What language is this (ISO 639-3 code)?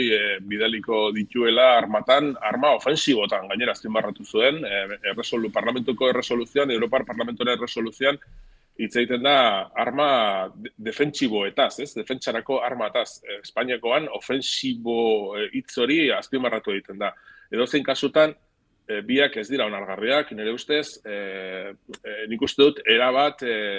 eus